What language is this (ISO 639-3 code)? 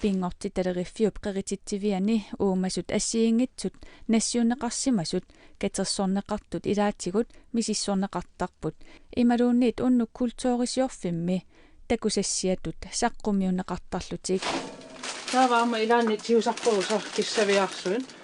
kal